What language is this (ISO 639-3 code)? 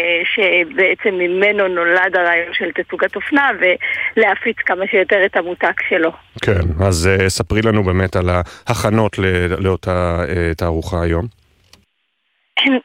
heb